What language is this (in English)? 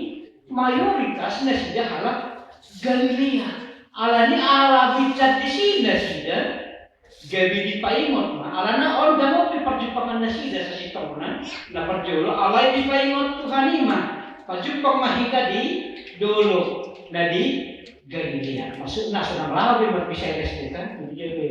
Batak Toba